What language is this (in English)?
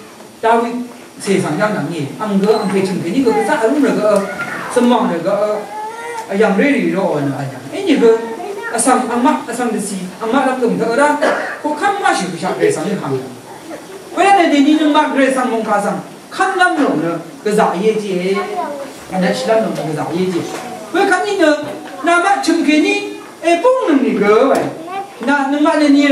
Rawang